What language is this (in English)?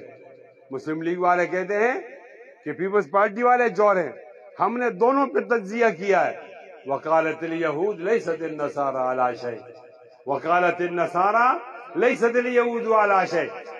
Urdu